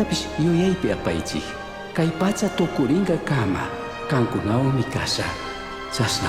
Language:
Chimborazo Highland Quichua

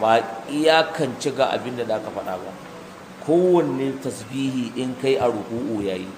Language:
Hausa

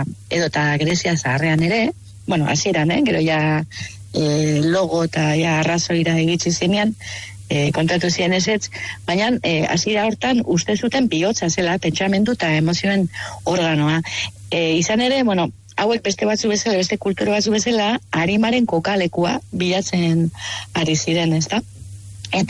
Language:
Basque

